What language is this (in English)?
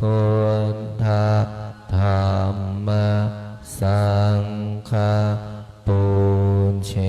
Pali